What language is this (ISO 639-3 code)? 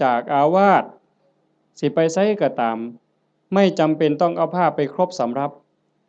tts